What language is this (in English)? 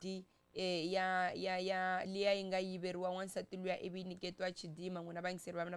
Tsonga